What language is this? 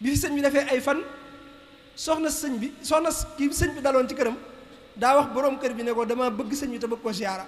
Wolof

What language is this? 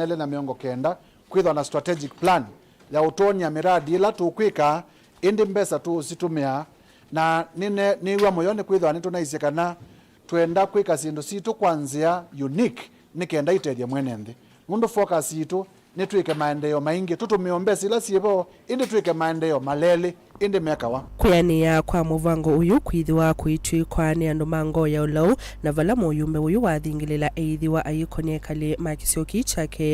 Kamba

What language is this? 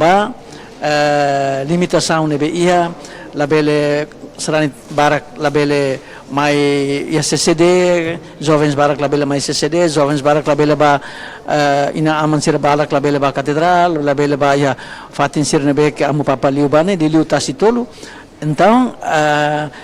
Tetum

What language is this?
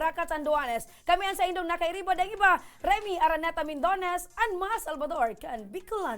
Bikol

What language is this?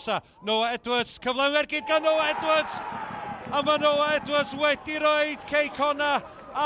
Welsh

